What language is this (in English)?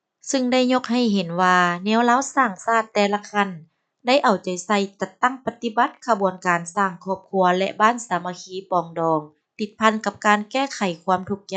Lao